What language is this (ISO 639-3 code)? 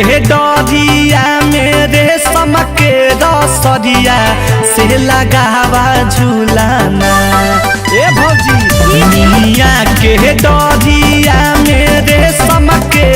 mag